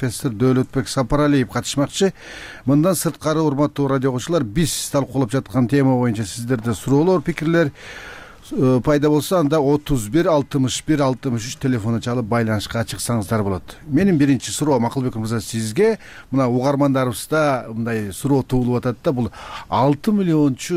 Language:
Kyrgyz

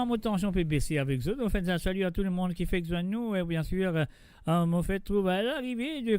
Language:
Morisyen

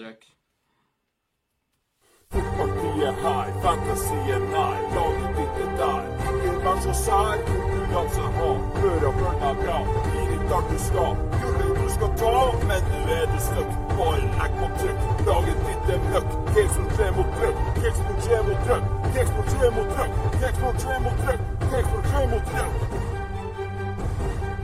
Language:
Norwegian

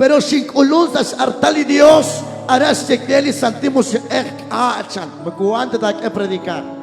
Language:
Kekchí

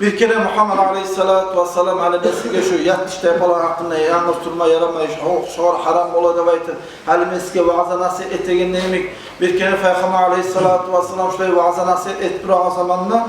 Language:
Kumyk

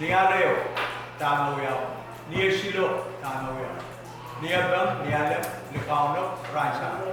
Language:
Pohnpeian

